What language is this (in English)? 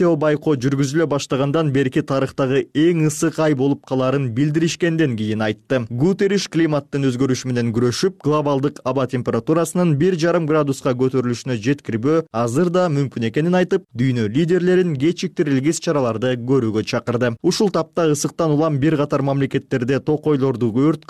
Kyrgyz